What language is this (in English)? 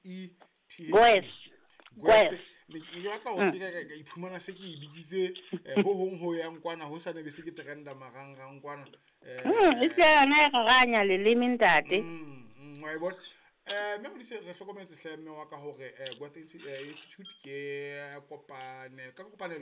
Southern Sotho